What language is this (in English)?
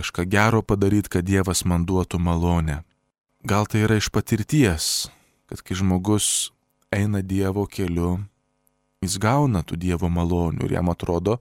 Lithuanian